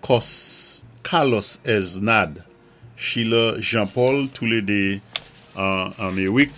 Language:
Saint Lucian Creole French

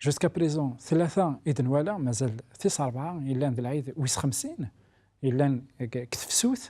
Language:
Kabyle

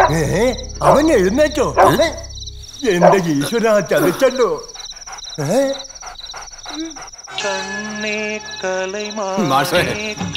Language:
Malayalam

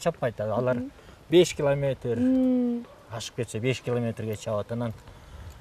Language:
Kyrgyz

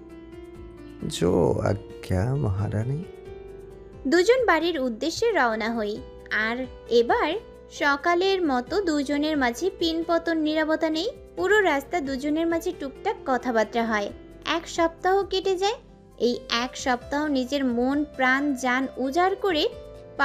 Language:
Bangla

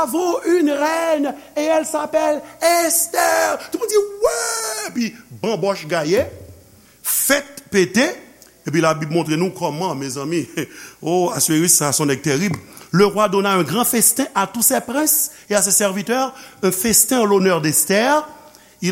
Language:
Haitian Creole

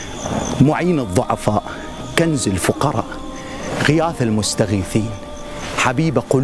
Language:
Arabic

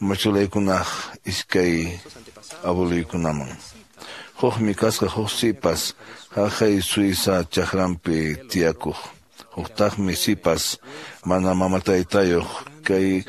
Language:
Quechua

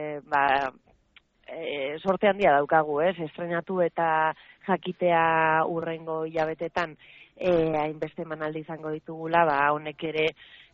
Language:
Basque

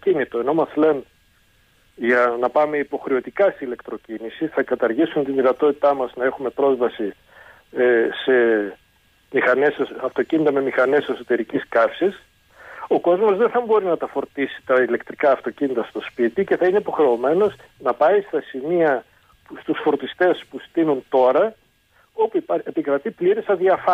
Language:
Greek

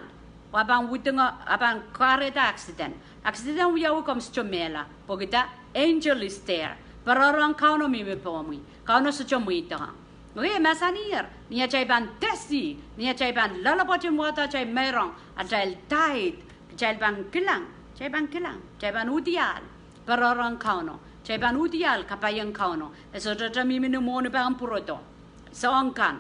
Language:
Pohnpeian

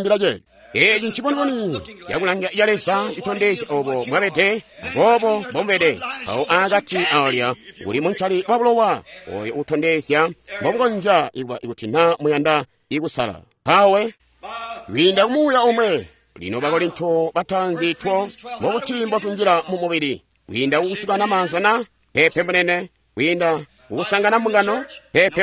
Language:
Tonga (Zambia)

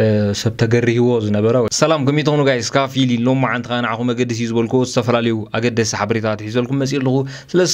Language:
Tigrinya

